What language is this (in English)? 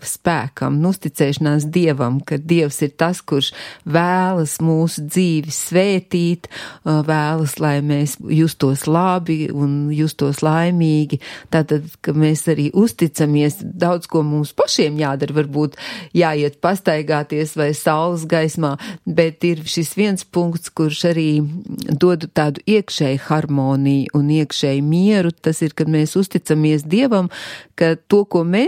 Latvian